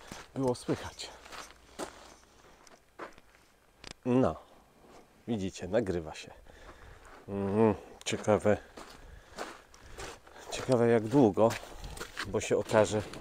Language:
Polish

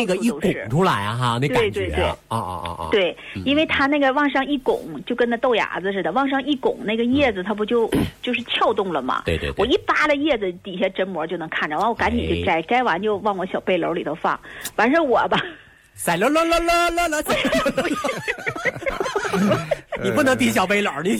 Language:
Chinese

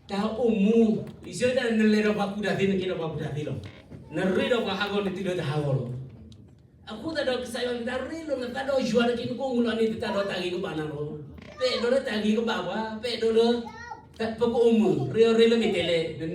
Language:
S'gaw Karen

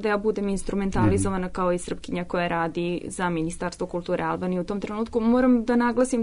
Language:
Serbian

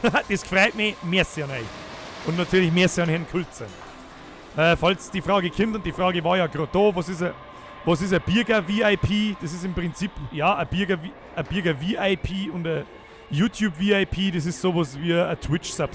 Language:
Bavarian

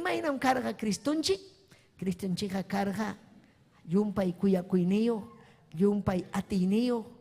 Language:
Ayacucho Quechua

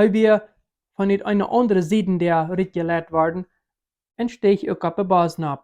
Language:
Plautdietsch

